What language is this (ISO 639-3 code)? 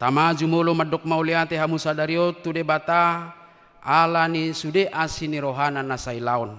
bbc